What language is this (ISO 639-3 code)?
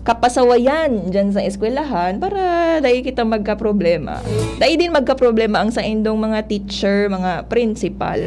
bik